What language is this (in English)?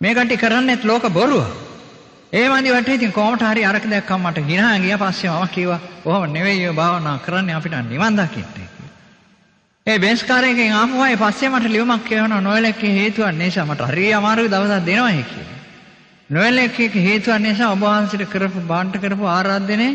Sinhala